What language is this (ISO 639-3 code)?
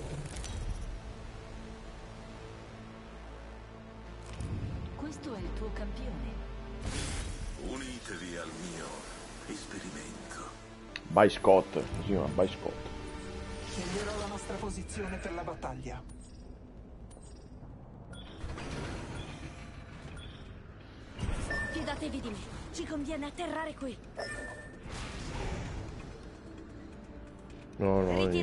ita